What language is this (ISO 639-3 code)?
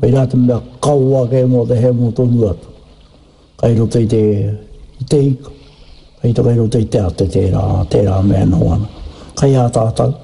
mri